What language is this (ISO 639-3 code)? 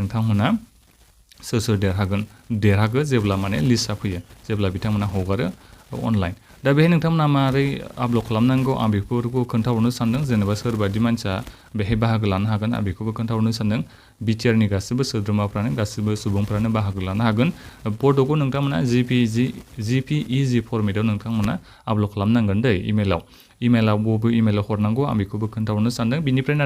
brx